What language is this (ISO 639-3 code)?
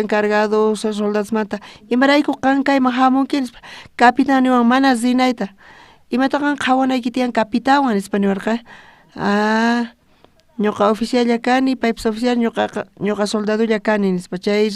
quh